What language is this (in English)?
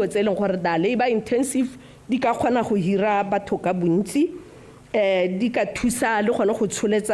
Tswana